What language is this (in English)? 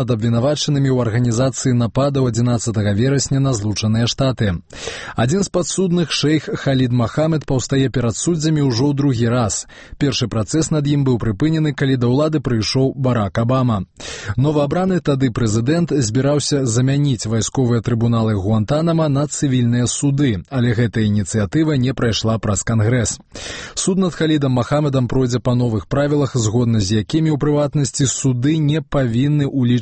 Belarusian